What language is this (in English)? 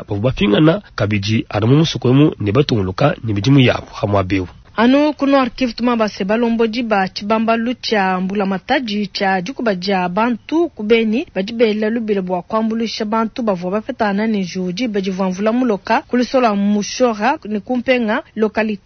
Luba-Lulua